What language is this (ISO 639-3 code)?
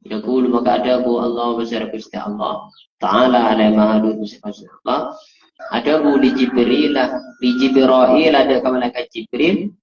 mad